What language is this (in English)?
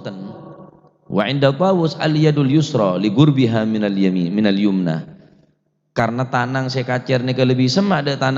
Madurese